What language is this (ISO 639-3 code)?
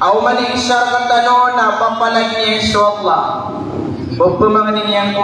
mrw